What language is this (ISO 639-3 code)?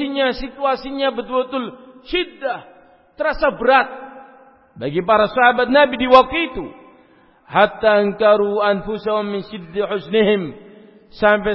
ind